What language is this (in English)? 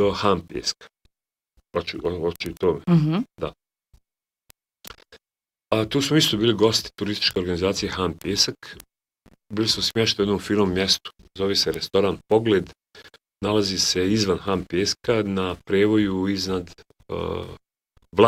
Bosnian